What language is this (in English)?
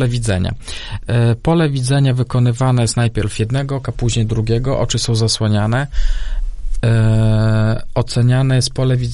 Polish